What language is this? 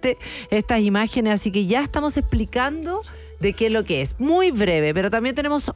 Spanish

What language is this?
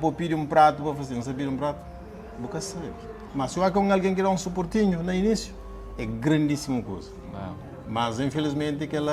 Kabuverdianu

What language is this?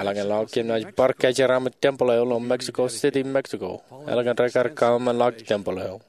Marshallese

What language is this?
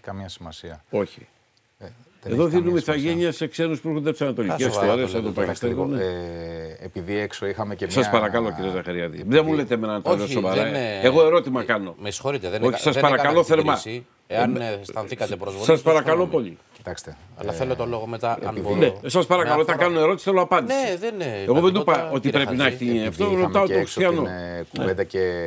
Greek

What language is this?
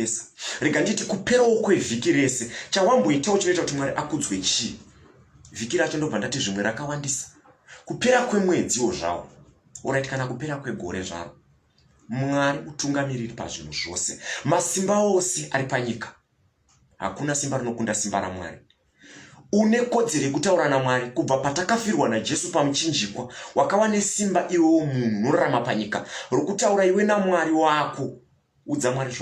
Shona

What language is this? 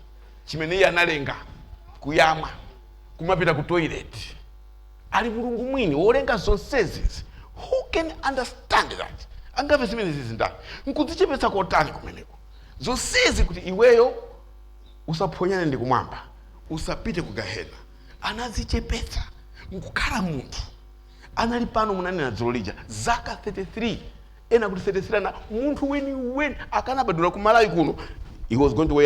Nyanja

